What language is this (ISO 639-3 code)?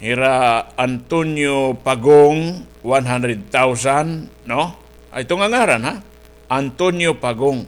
war